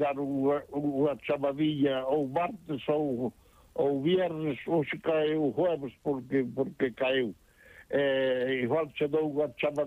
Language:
Galician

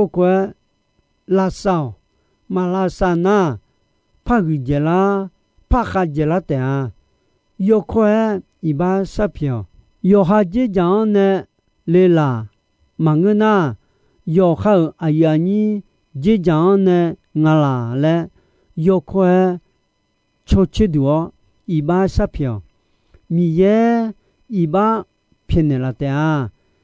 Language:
Akha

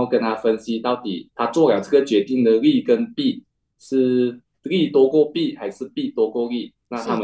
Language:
Chinese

